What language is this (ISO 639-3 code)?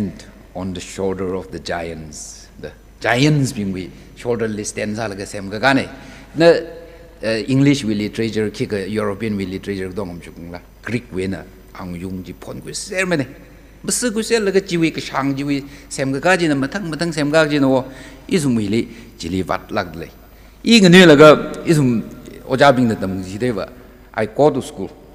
nmf